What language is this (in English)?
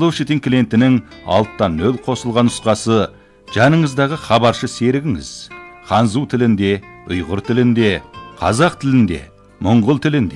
Kazakh